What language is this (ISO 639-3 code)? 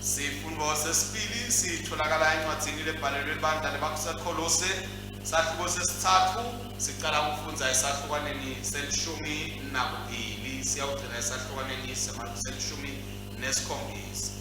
ssw